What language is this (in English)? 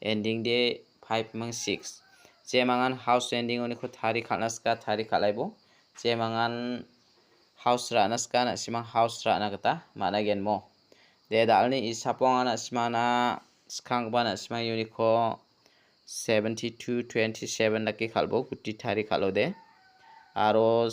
Garo